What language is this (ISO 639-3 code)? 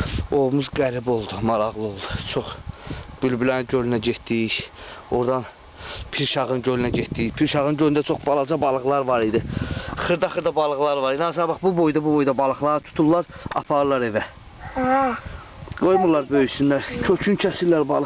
aze